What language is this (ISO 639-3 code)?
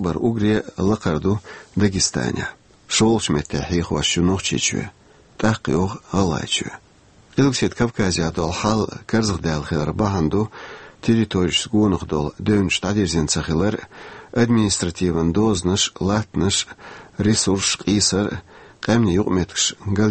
che